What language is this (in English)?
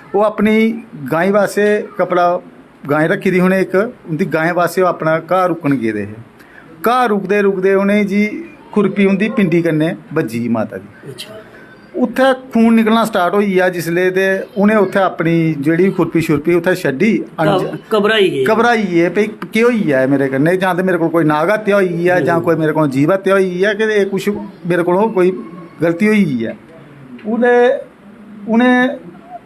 Dogri